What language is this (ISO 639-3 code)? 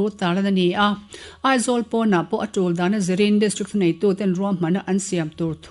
lus